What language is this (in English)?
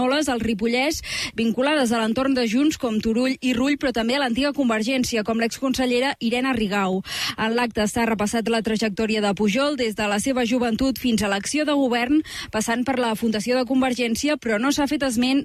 Catalan